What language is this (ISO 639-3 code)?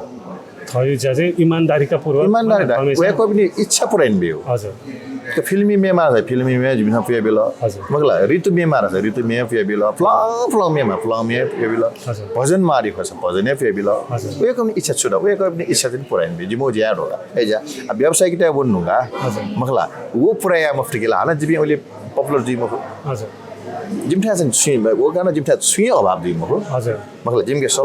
new